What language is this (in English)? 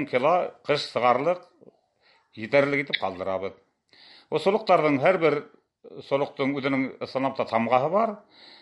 Tatar